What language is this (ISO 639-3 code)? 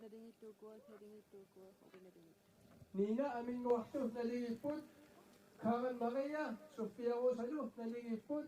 kal